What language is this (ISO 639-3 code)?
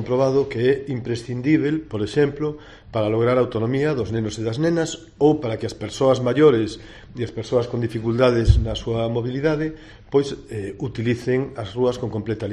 glg